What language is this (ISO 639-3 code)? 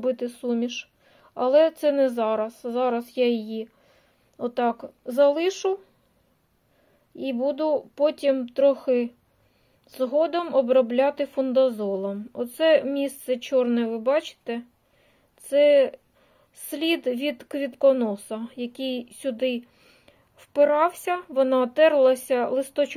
ukr